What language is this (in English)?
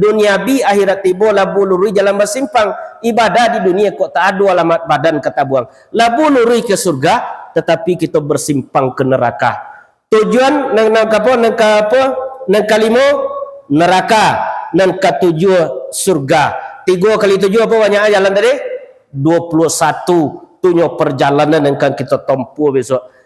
Minangkabau